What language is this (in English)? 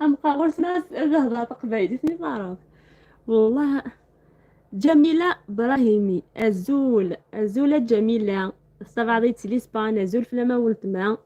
Algerian Arabic